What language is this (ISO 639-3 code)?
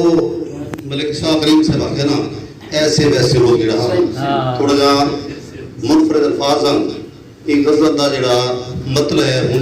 skr